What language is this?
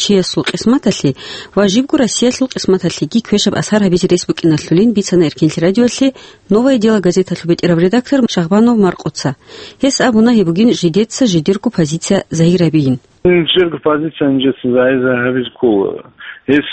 Avaric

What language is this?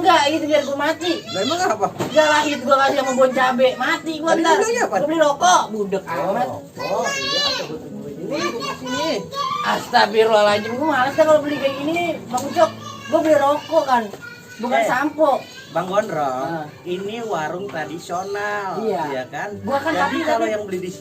Betawi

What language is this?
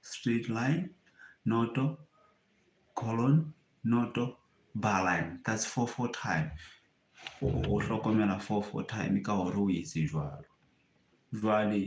Southern Sotho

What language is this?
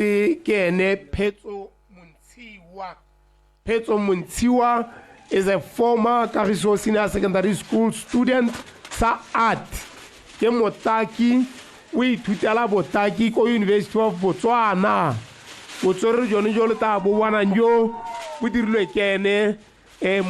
Tswana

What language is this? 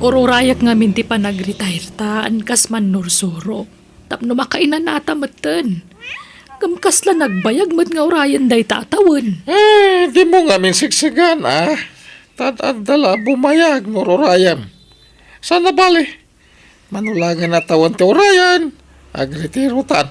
Iloko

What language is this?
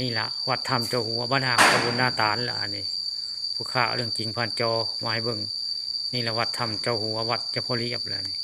Northeastern Thai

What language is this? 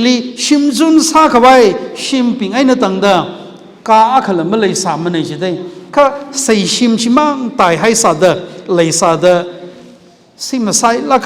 Tangkhul Naga (India)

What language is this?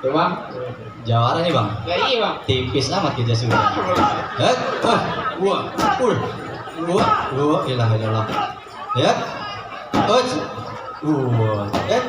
Betawi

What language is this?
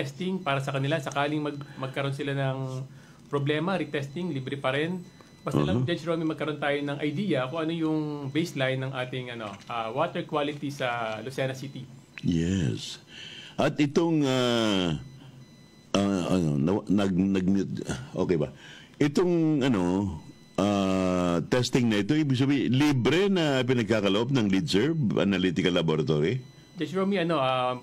Filipino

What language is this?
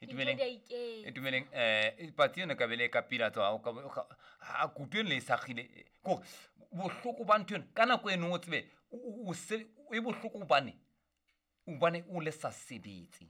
Southern Sotho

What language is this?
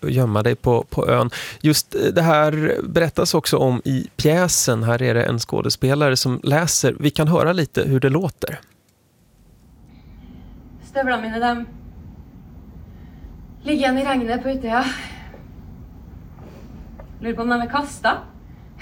Swedish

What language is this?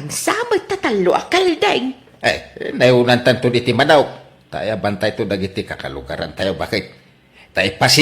Iloko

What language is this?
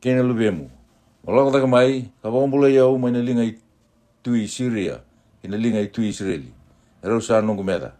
Fijian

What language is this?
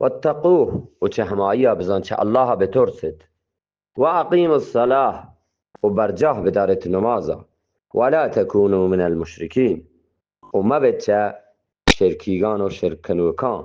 Eastern Balochi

